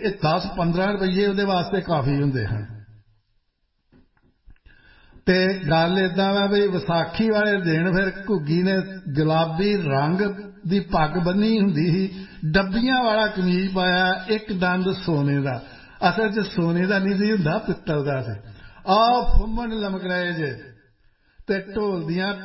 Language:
Punjabi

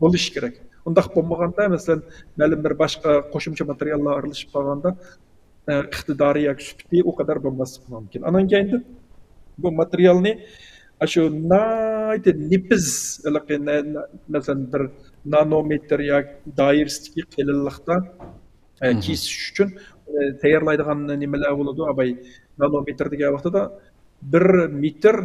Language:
Uyghur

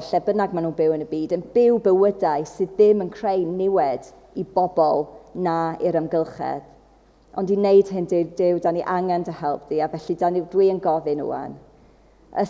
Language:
Welsh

